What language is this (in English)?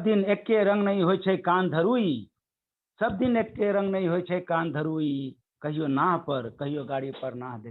Maithili